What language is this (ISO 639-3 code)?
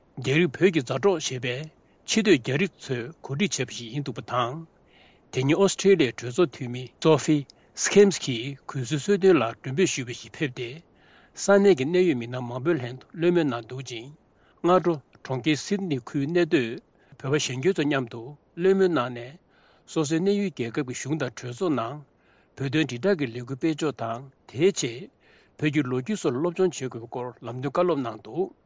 bod